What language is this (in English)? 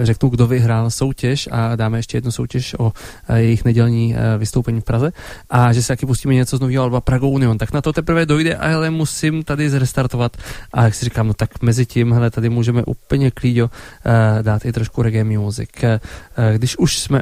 Czech